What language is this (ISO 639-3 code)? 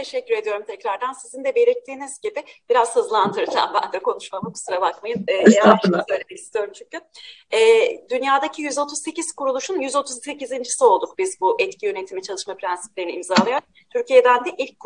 tur